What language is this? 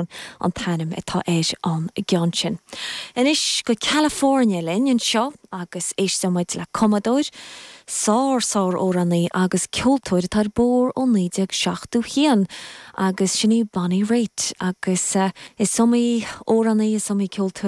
Irish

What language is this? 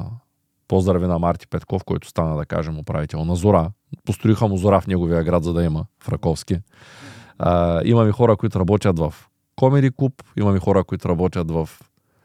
Bulgarian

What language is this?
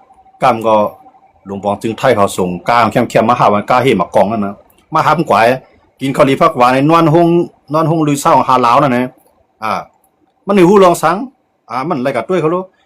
Shan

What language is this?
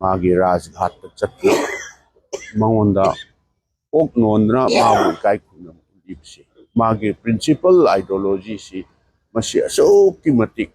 Manipuri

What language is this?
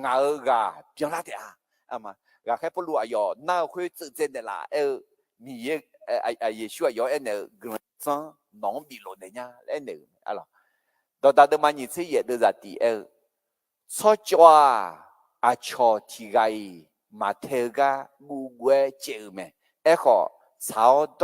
Akha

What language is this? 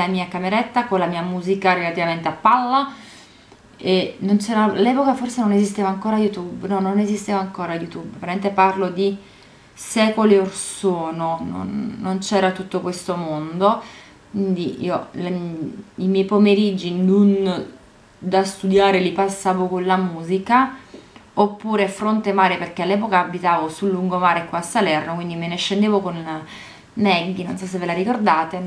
Italian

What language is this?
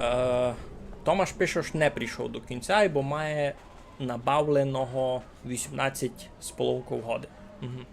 Rusyn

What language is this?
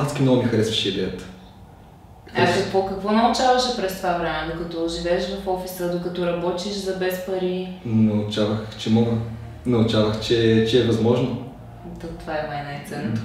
Bulgarian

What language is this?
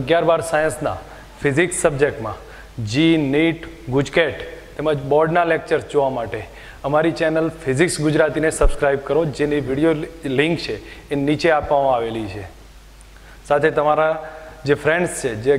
Gujarati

